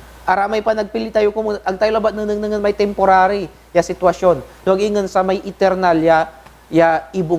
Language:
Pangasinan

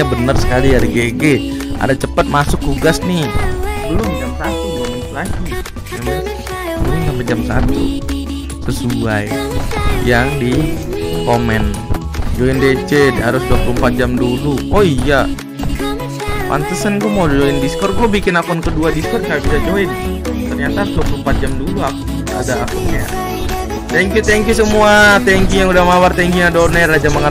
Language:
Indonesian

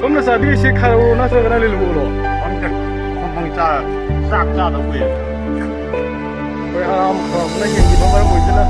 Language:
Manipuri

